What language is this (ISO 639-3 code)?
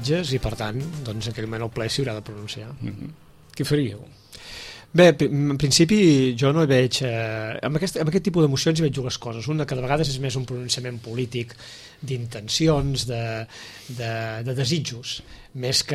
cat